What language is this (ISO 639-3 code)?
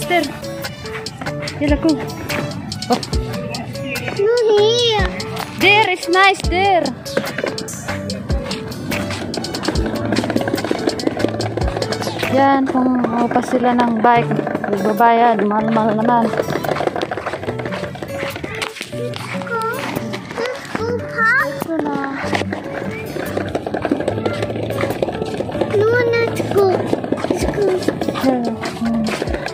fil